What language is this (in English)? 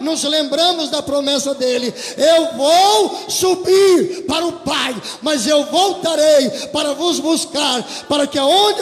Portuguese